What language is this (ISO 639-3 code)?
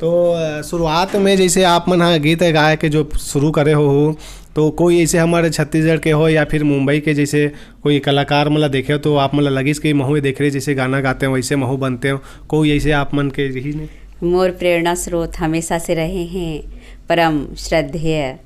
hne